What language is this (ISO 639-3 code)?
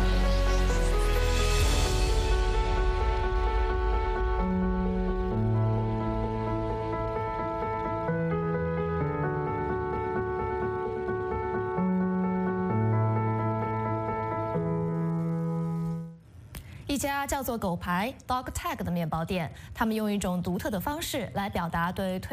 zho